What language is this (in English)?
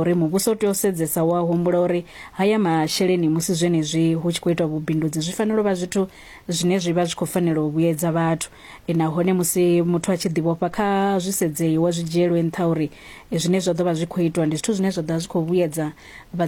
Venda